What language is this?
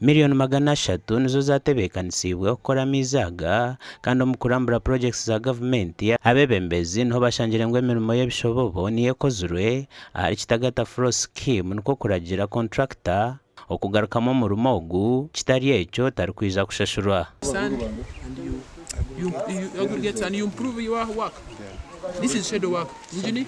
Nyankole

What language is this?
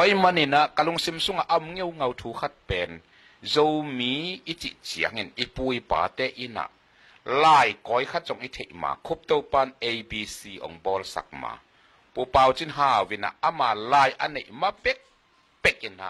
Tedim Chin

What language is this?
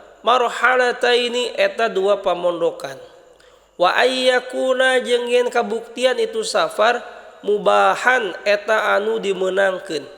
Sundanese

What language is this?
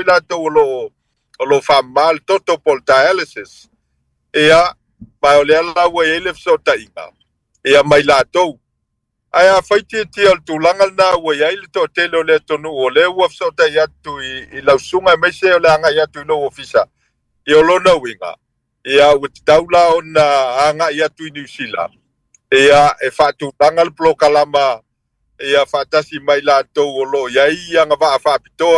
Samoan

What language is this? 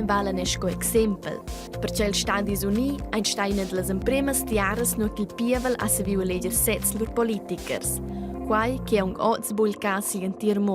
Romansh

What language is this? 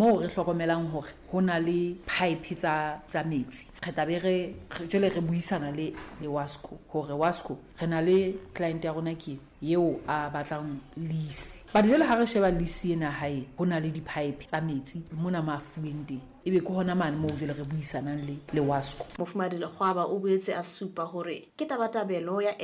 Southern Sotho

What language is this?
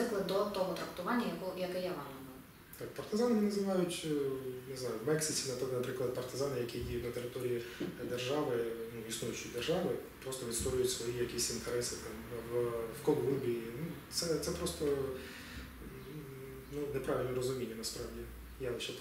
Ukrainian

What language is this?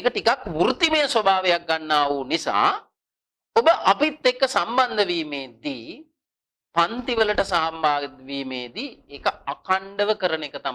Sinhala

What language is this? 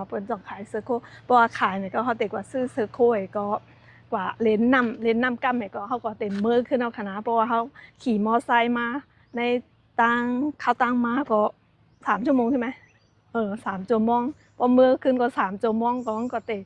Shan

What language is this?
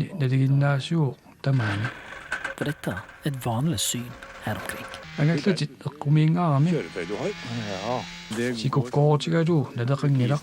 Kalaallisut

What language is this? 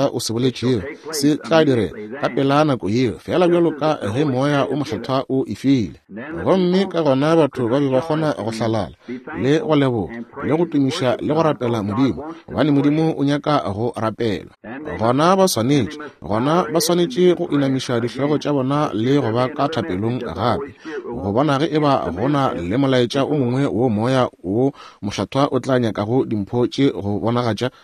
Northern Sotho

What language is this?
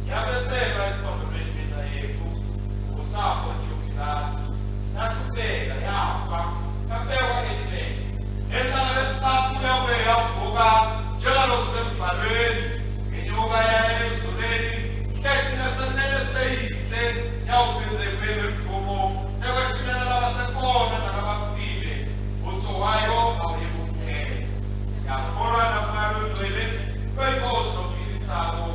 Swati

